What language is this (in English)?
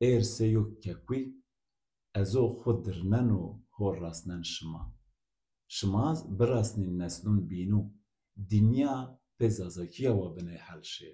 Zaza